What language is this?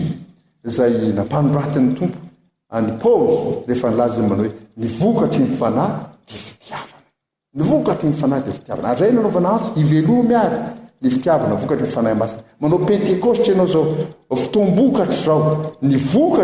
Malagasy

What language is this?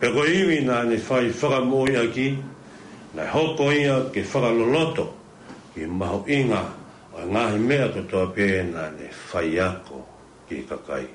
Tongan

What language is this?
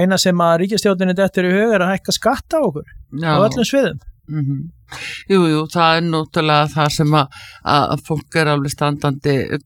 Icelandic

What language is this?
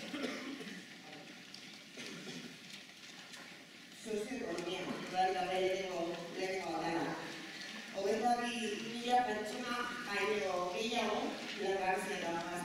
Basque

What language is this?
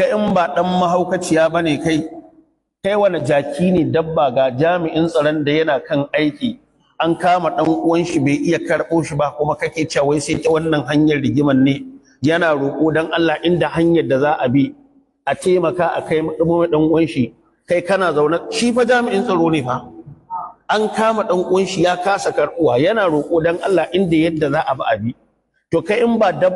Hausa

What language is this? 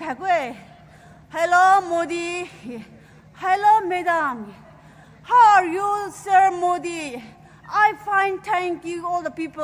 Poumei Naga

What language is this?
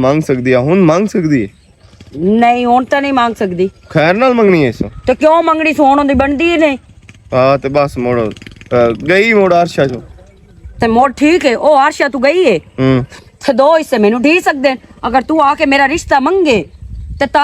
Western Panjabi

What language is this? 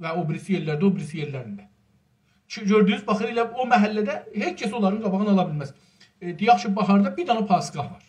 South Azerbaijani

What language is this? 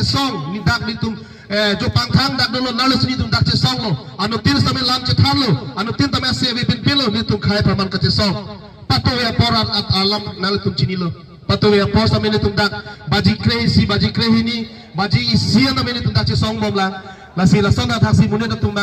Karbi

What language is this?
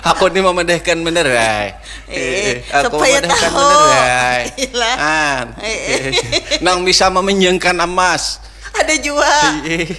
Banjar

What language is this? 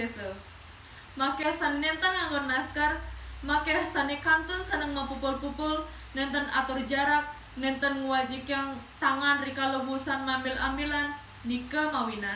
Balinese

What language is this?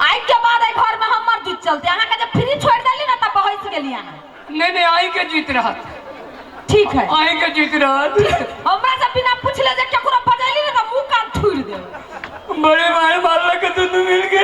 Maithili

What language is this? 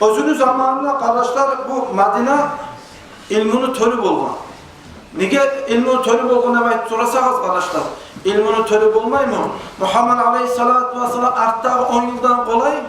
Kumyk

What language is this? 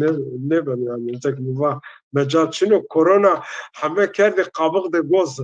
Zaza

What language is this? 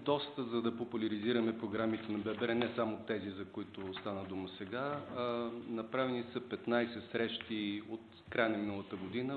Bulgarian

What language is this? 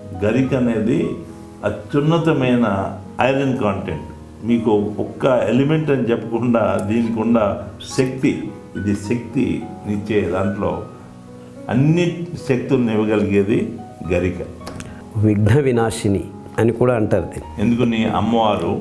Telugu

